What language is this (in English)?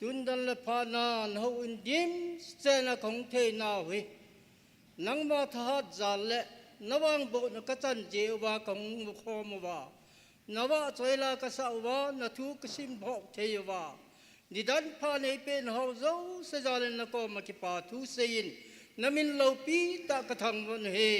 Thado Chin